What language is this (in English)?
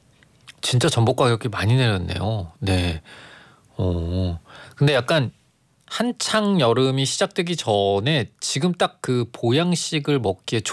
Korean